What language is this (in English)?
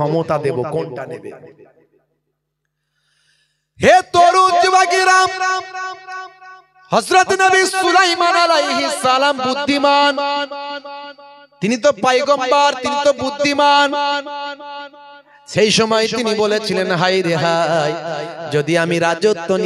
Bangla